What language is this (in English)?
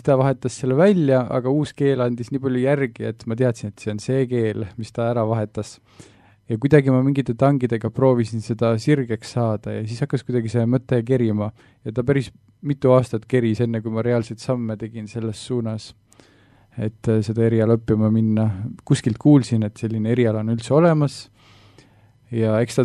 Estonian